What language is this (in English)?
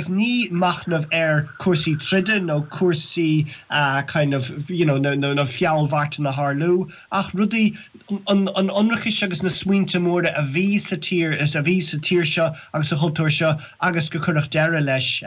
Irish